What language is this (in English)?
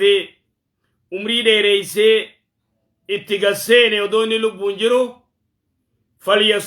Oromo